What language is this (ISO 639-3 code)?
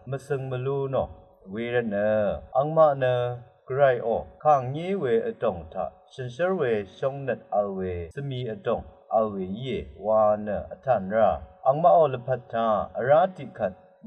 raw